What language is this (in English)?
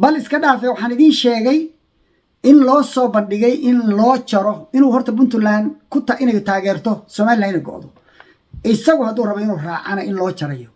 Somali